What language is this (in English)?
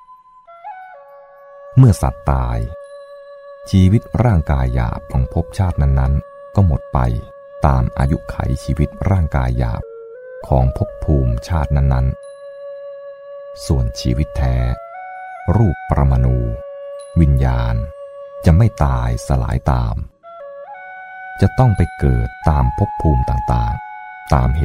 Thai